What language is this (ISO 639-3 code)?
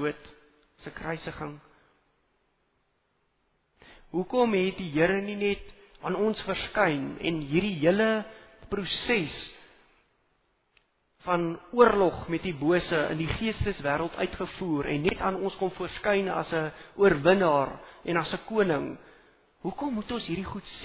afr